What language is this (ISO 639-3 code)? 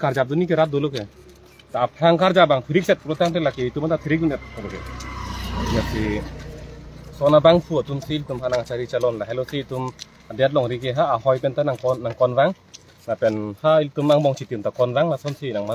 mjw